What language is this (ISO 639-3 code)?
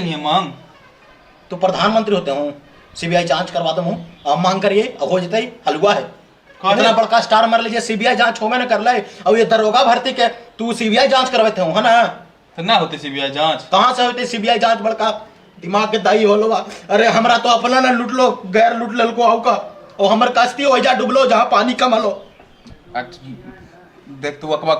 mag